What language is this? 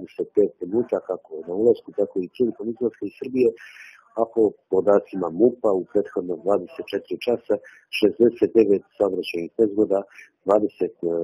Serbian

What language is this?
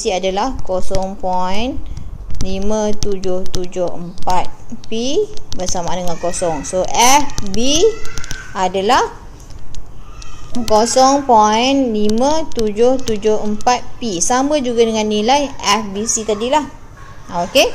Malay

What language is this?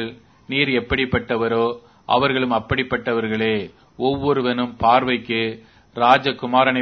Tamil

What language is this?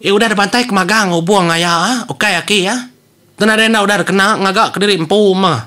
Iban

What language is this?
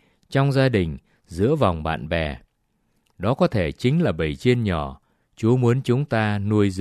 Vietnamese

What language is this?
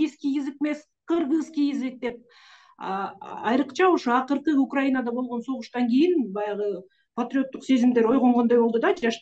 Kyrgyz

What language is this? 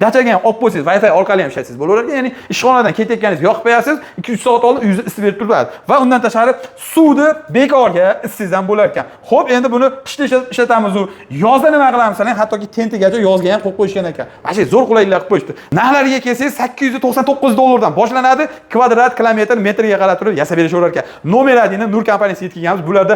Uzbek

